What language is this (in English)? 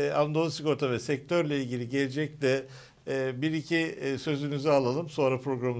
Turkish